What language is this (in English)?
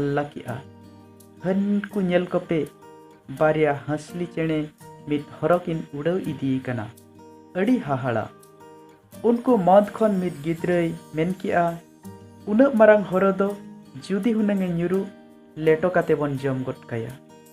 Santali